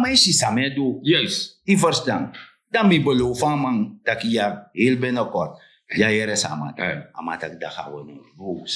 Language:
Sranan Tongo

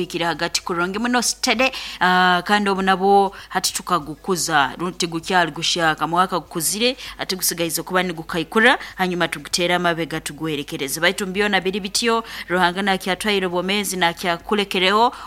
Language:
Nyankole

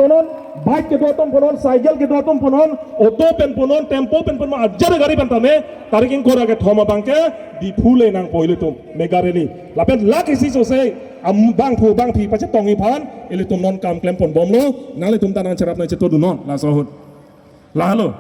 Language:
Karbi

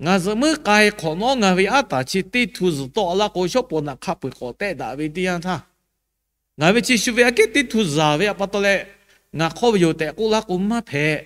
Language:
Lahu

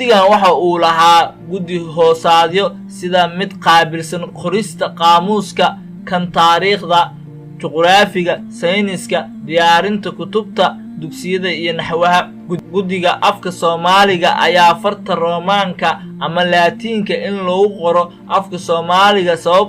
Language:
Somali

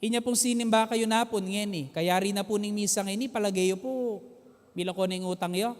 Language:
Pampanga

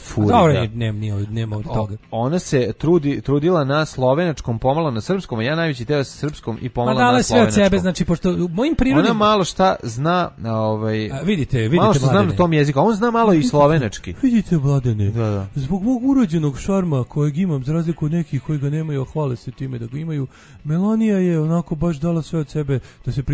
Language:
Serbian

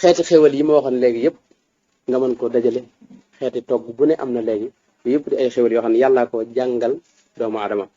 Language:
Wolof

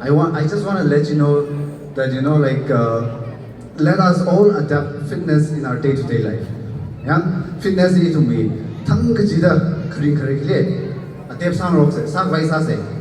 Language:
Tangkhul Naga (India)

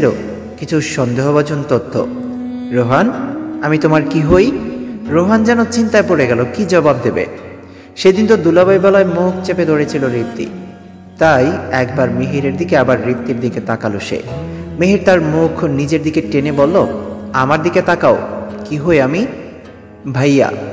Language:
Bangla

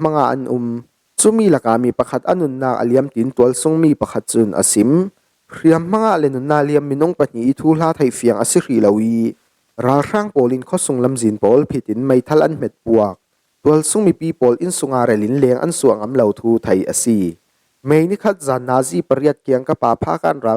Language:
Falam Chin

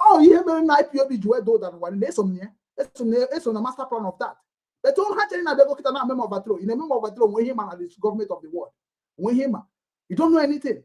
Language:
Igbo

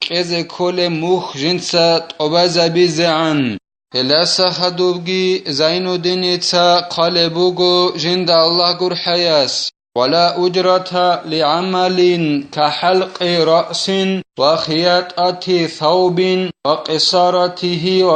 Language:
Avaric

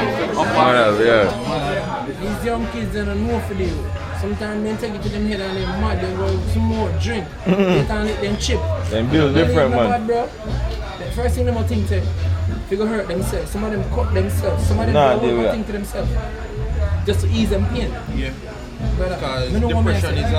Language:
Jamaican Creole English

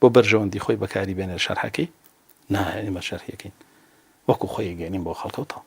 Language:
Central Kurdish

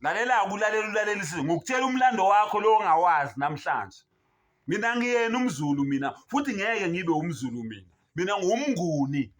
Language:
Zulu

